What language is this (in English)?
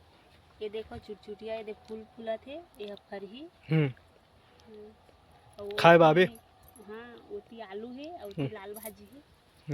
Chhattisgarhi